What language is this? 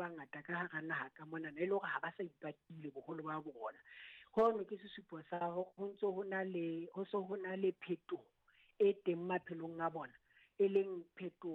Southern Sotho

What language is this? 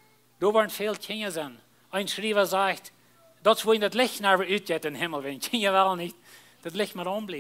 Plautdietsch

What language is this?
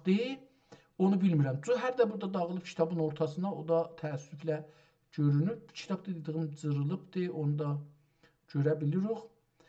South Azerbaijani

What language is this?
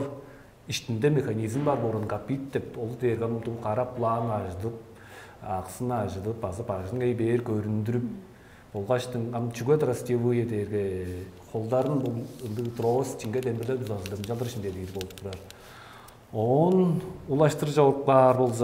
Tuvinian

